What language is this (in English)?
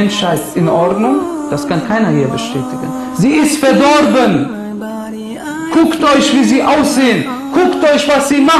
German